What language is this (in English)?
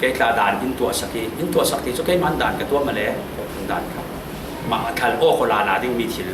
Falam Chin